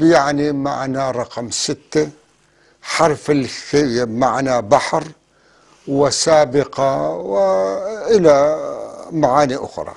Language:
North Levantine Arabic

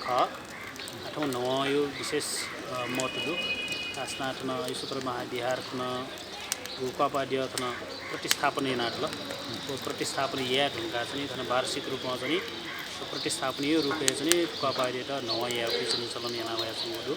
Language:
Newari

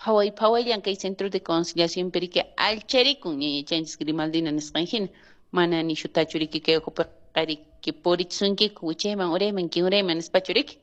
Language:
Quechua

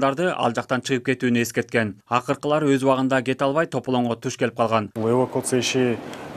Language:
Kyrgyz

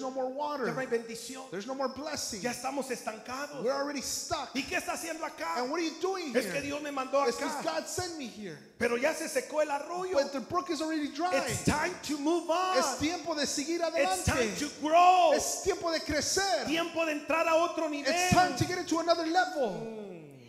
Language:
Spanish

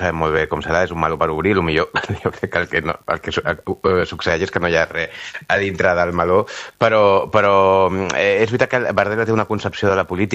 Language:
Catalan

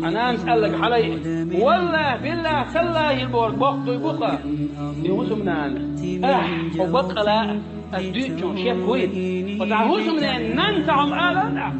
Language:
Chechen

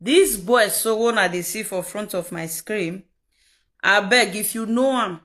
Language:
Nigerian Pidgin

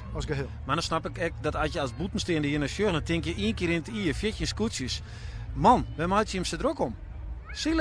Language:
Western Frisian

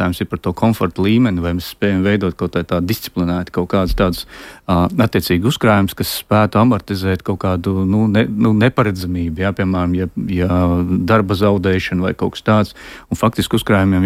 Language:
Latvian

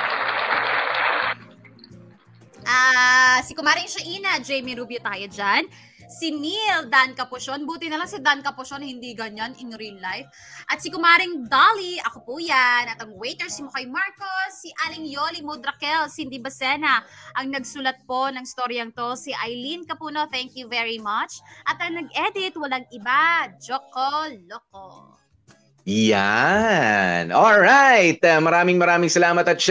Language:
Filipino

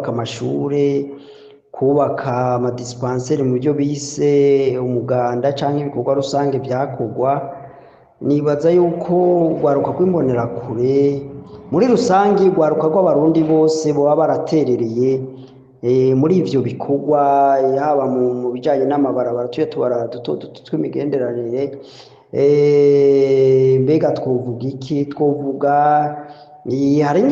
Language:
Rundi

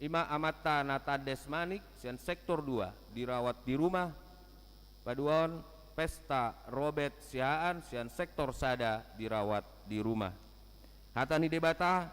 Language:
Batak Toba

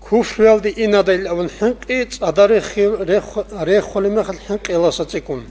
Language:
Avaric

